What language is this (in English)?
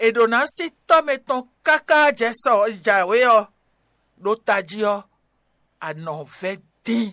Fon